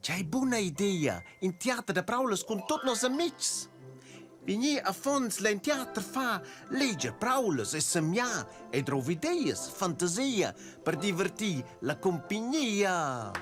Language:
Romansh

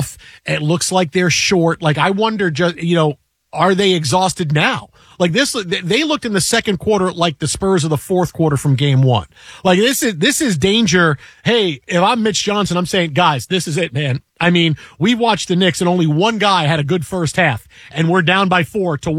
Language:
English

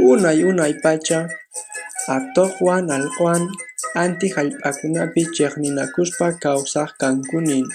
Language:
Quechua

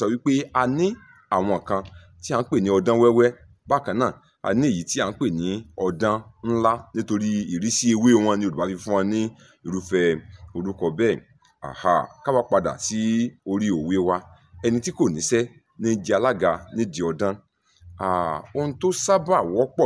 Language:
Yoruba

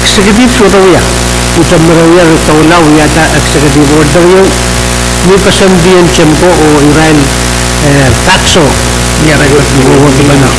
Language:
Pohnpeian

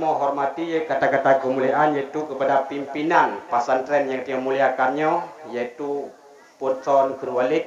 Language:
Achinese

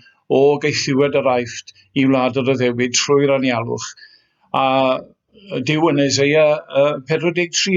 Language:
Welsh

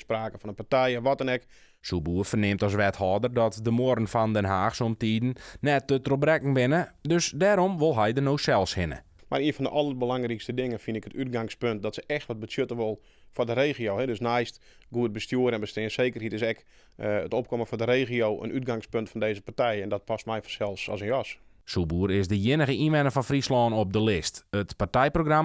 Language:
Western Frisian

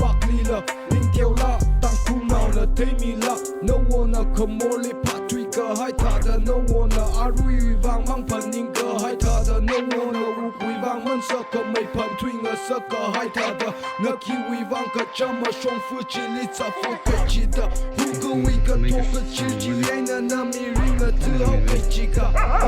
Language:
Tangkhul Naga (India)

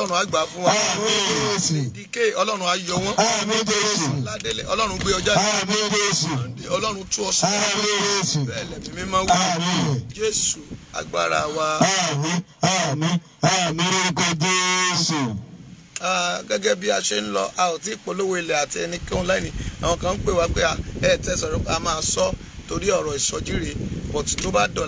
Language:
Yoruba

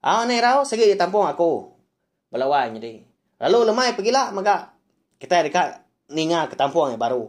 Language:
Iban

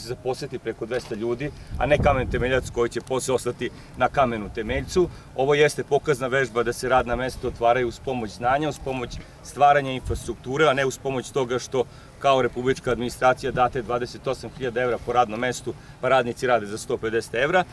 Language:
Serbian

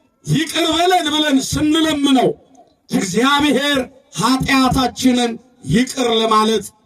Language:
Amharic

